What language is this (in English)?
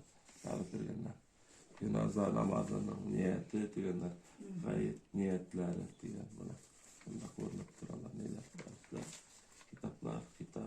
Bashkir